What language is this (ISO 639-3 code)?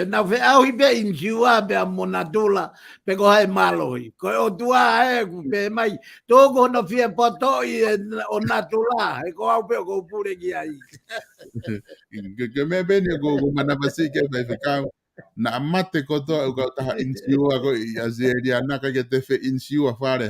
ton